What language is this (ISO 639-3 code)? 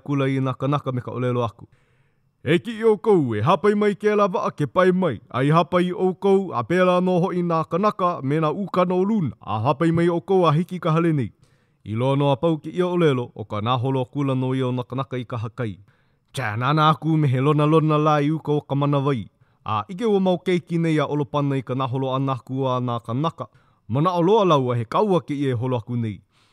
haw